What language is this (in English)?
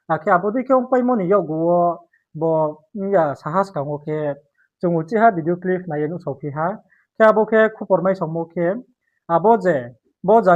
Riang (India)